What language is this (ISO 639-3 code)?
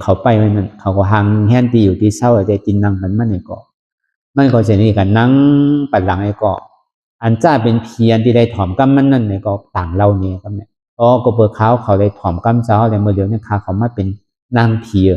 shn